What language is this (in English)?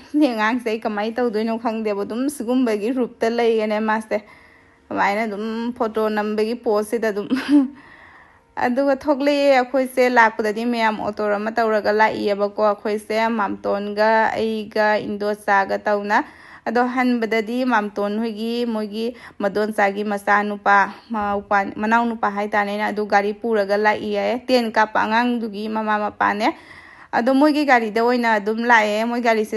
Manipuri